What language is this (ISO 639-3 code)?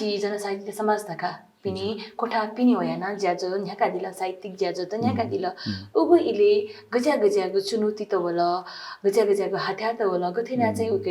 new